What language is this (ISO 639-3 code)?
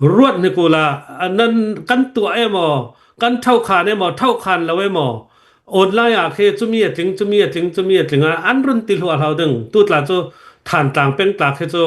cnh